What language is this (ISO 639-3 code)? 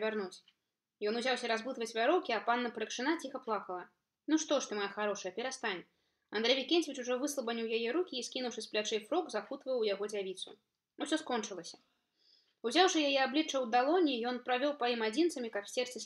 bel